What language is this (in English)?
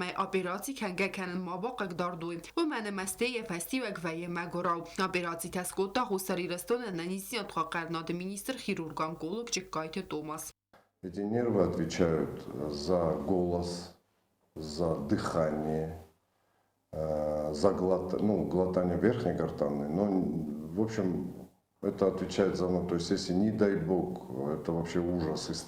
Ossetic